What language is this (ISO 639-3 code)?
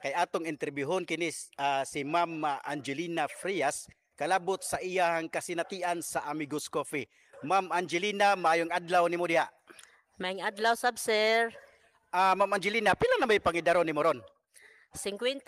ceb